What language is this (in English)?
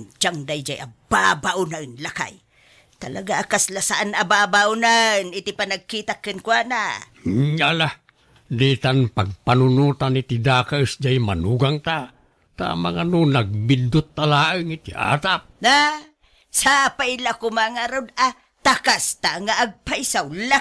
Iloko